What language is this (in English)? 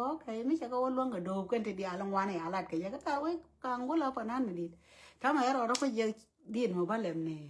Nuer